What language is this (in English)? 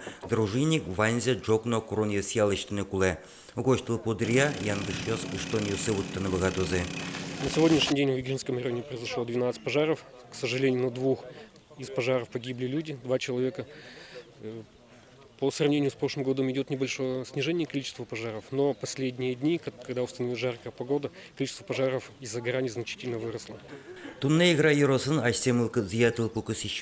Udmurt